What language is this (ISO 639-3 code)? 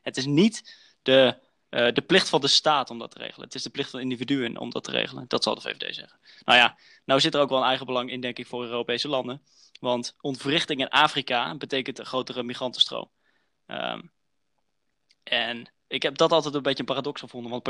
nld